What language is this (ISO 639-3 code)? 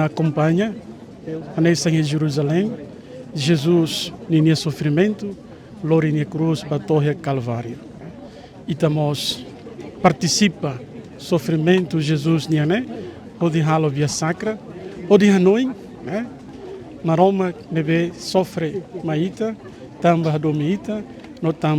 tet